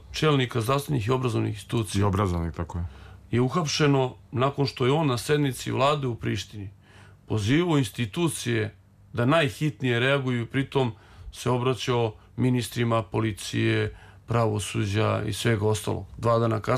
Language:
Serbian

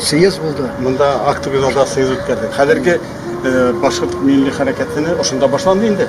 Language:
Bashkir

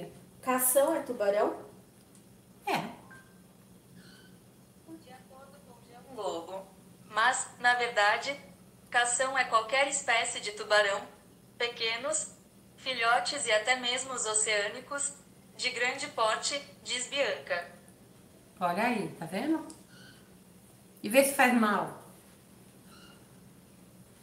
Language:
Portuguese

